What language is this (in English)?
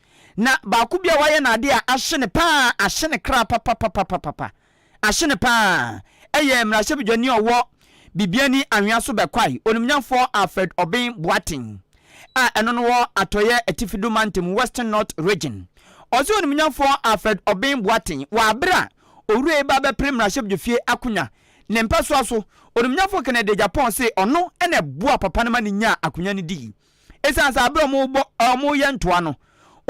Akan